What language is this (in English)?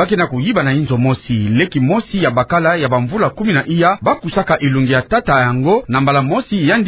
Kituba (Democratic Republic of Congo)